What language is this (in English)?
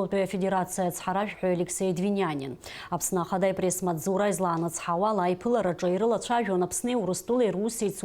Abkhazian